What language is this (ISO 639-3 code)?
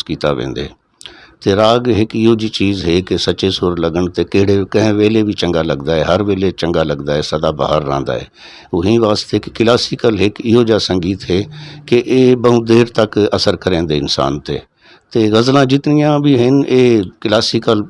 skr